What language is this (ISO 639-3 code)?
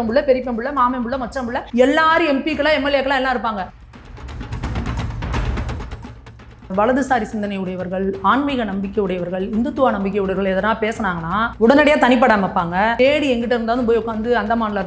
tam